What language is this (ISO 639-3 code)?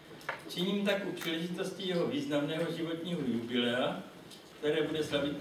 ces